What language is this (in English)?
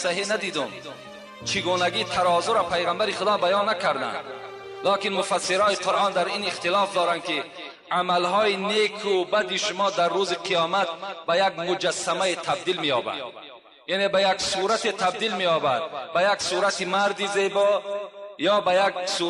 Tajik